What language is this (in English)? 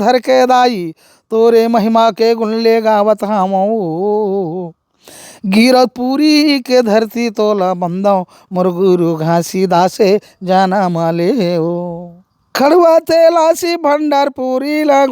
Chhattisgarhi